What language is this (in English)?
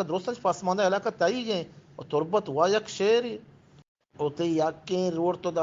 Eastern Balochi